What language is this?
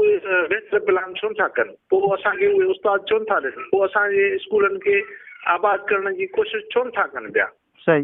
Sindhi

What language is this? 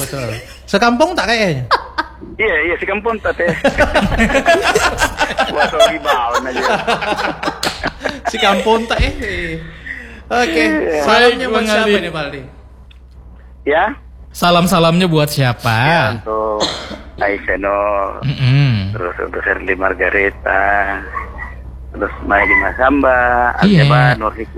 Indonesian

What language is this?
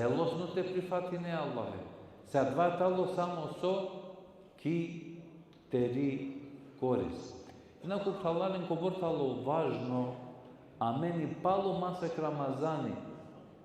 Balkan Romani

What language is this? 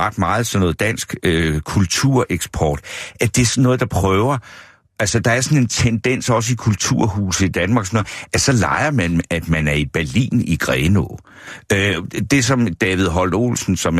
Danish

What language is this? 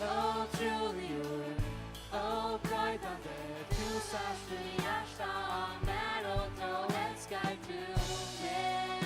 Faroese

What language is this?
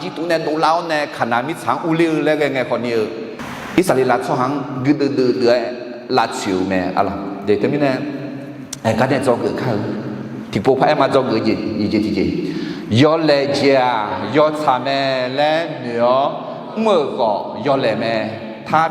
Akha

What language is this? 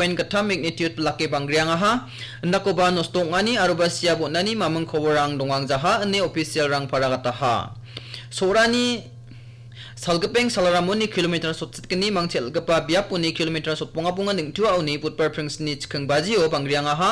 Garo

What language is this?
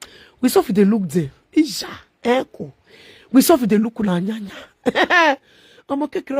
Nigerian Pidgin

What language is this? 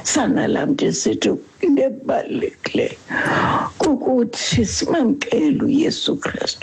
Xhosa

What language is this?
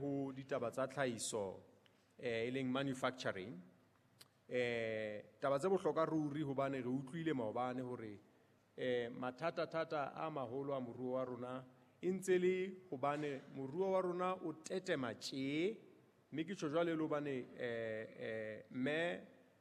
Southern Sotho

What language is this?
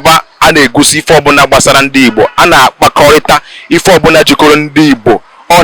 Igbo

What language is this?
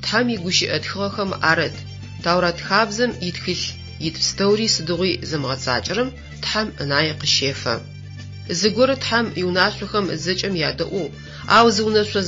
Adyghe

